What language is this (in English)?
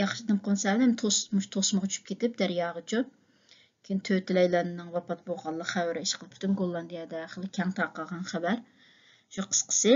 Uyghur